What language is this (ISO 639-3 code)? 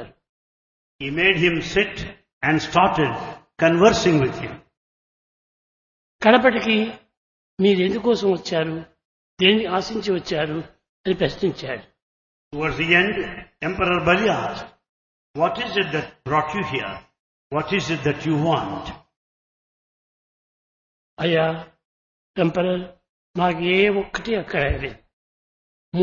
tel